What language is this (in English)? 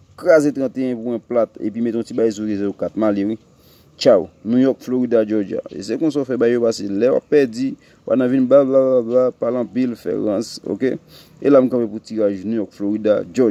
Haitian Creole